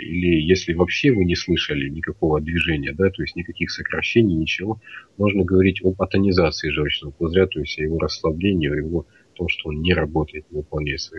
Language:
Russian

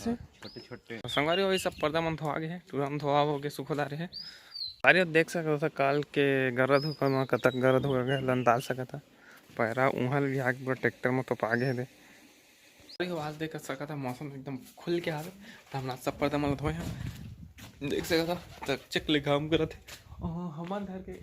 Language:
Chhattisgarhi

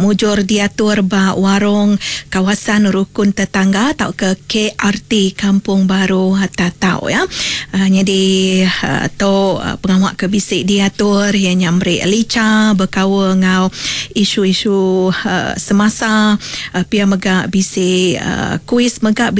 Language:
Iban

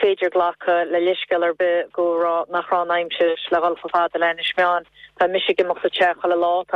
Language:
Irish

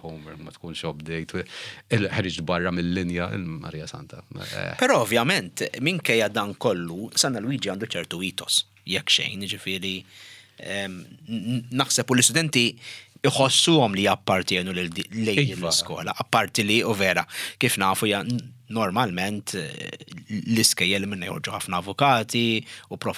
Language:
Maltese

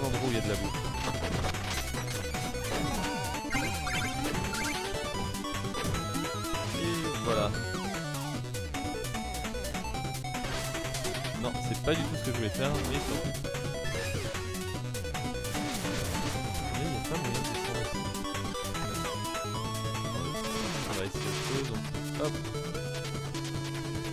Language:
French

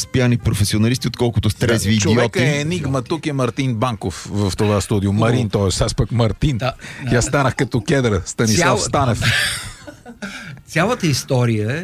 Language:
Bulgarian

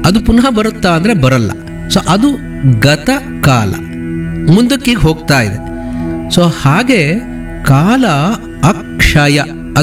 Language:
Kannada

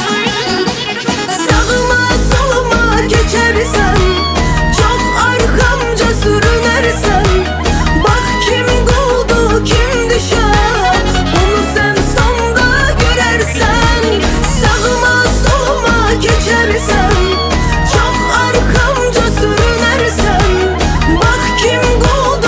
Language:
Turkish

